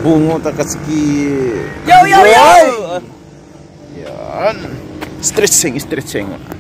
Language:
Filipino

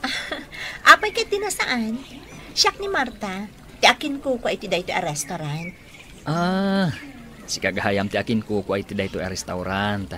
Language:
Iloko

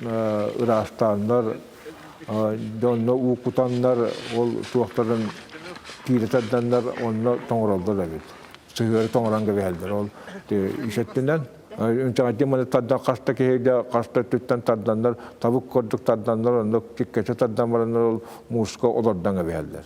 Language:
Yakut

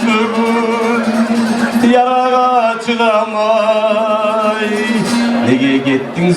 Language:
Kumyk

